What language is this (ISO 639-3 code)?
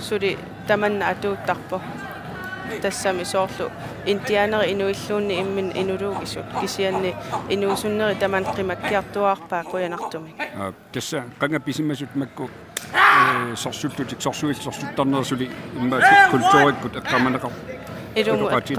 kal